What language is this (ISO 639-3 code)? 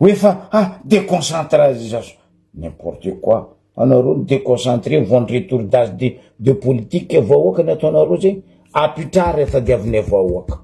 mlg